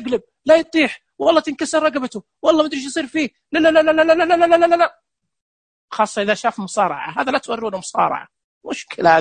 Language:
Najdi Arabic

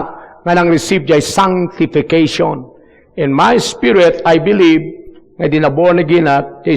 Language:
Iloko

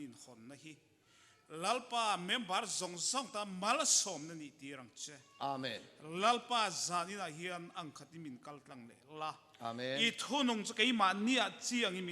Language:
Mizo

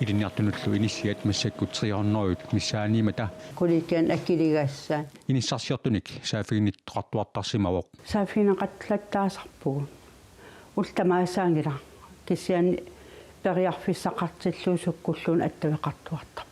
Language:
Kalaallisut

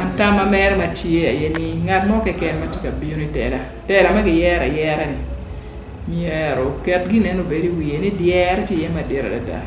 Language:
Acoli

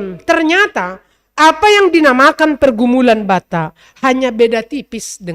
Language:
Batak Simalungun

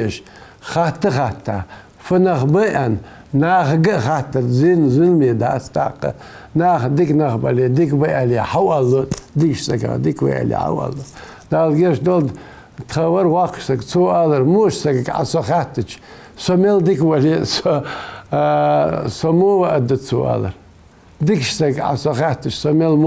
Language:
Ingush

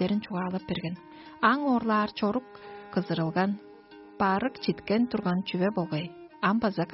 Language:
Tuvinian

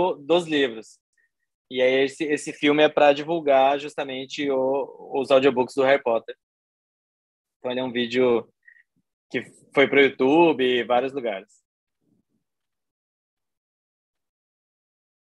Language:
Portuguese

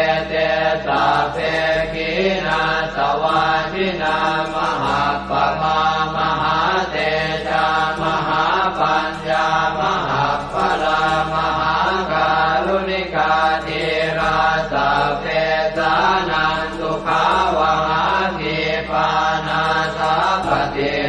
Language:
Pali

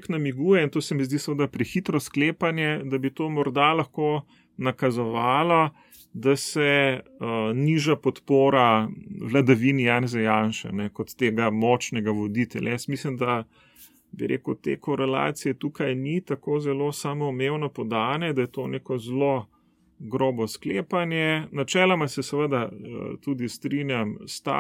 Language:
Slovenian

